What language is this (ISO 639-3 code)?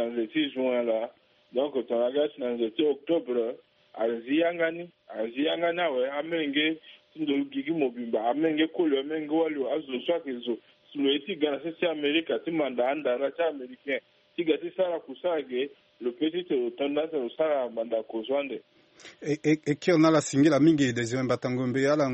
sag